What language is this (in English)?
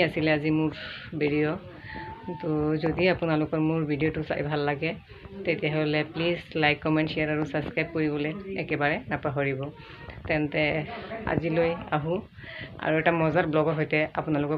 Assamese